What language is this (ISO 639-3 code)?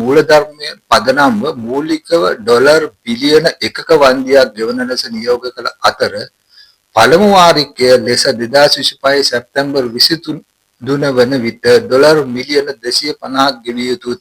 sin